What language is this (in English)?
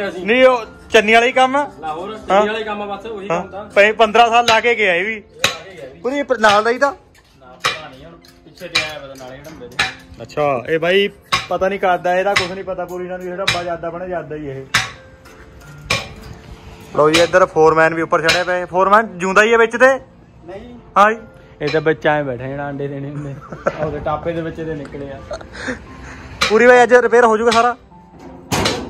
Punjabi